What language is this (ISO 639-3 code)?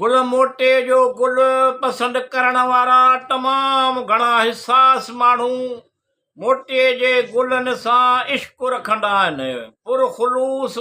snd